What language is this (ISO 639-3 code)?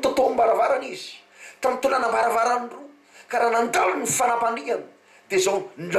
mlg